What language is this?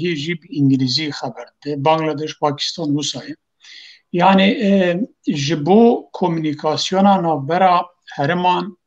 Kurdish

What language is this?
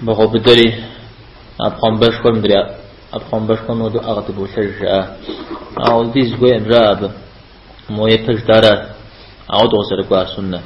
Kabardian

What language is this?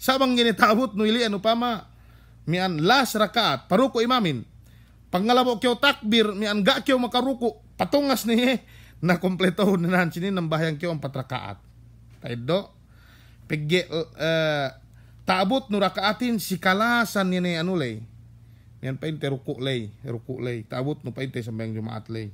Yakan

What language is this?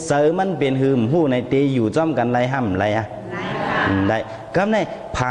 Shan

